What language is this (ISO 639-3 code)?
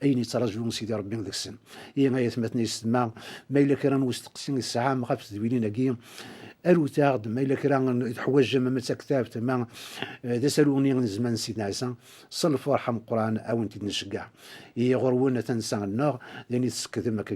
kab